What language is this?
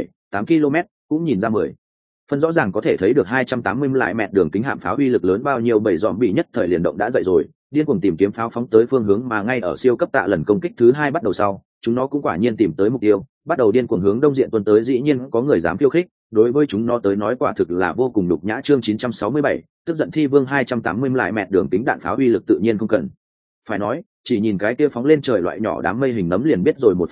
Vietnamese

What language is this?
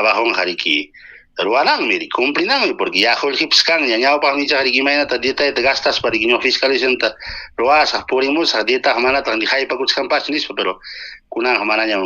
Ayacucho Quechua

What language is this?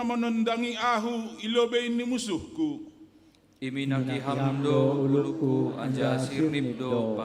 Batak Simalungun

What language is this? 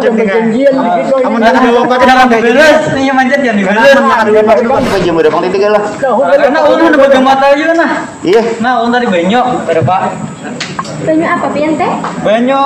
Banjar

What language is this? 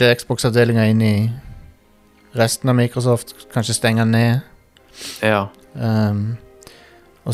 Norwegian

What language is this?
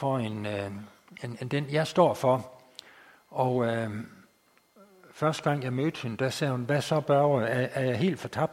Danish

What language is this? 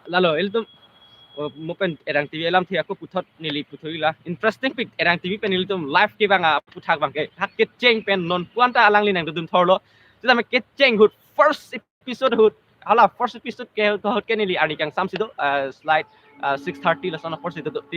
Karbi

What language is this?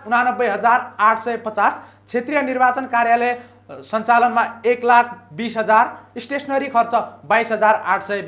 Nepali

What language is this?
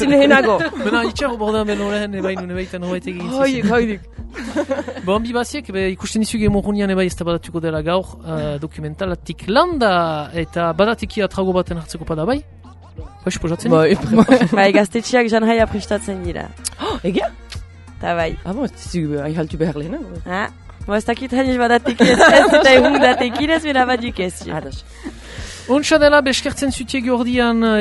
Basque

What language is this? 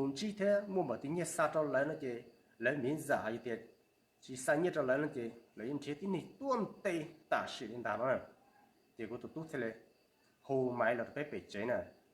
Hmong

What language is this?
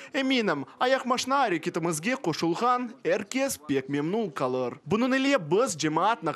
Crimean Tatar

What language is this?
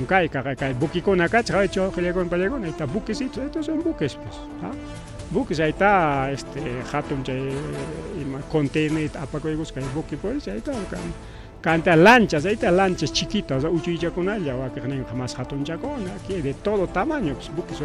Ayacucho Quechua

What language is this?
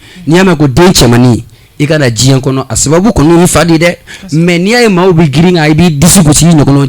Bambara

